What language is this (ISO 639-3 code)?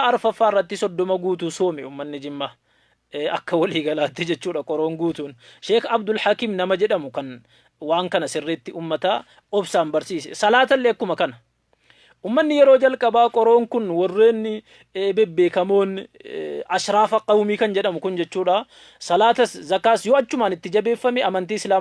orm